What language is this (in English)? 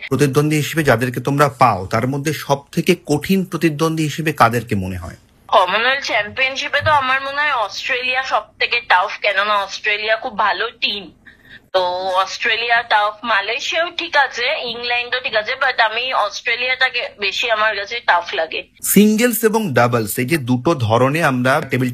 Bangla